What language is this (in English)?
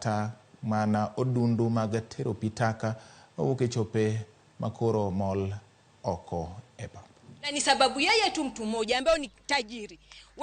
Luo (Kenya and Tanzania)